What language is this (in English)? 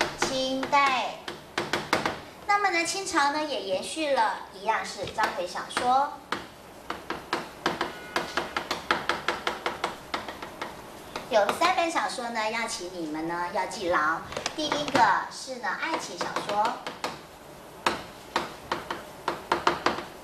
Chinese